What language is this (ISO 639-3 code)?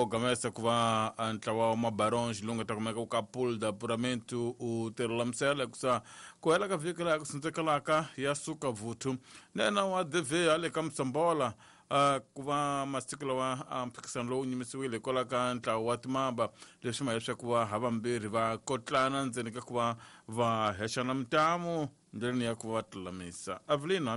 tso